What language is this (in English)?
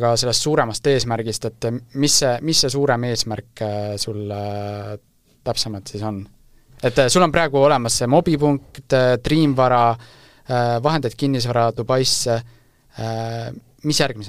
Estonian